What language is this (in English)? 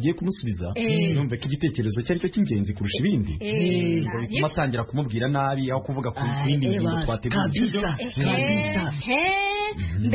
Kinyarwanda